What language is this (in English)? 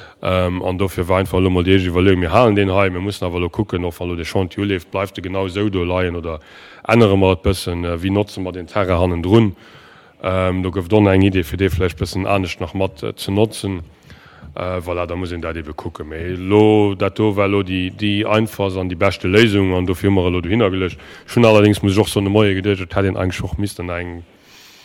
Luxembourgish